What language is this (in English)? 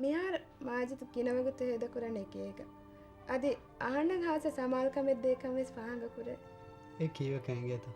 Divehi